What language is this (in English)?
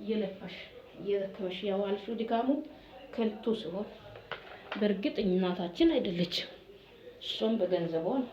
Amharic